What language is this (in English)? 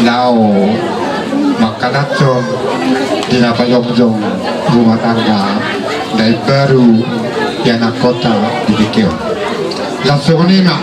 Batak Toba